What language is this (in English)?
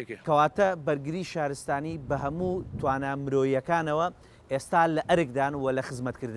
Central Kurdish